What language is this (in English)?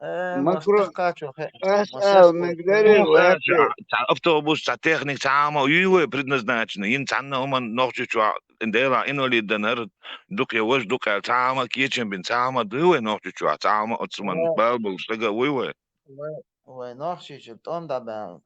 Chechen